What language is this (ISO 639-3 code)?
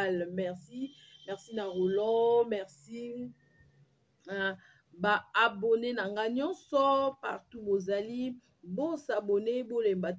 lin